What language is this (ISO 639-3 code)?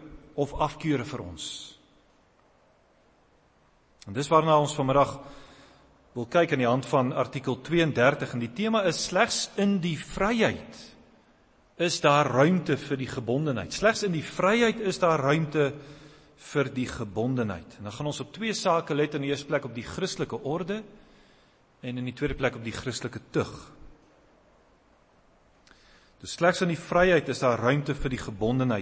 afr